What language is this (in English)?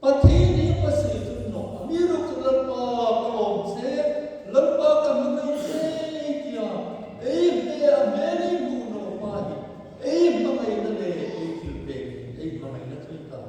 Hmar